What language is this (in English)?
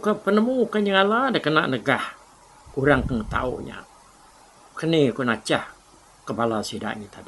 Iban